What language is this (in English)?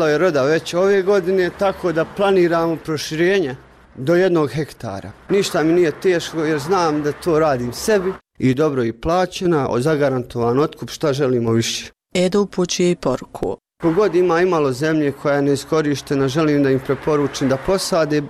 Bosnian